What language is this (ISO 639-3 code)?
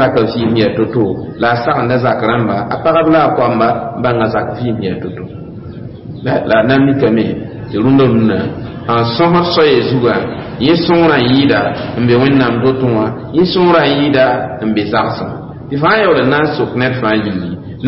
mos